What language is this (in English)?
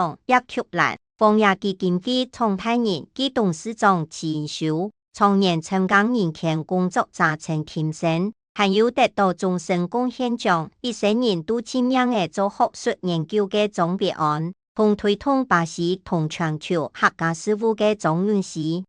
Hakka Chinese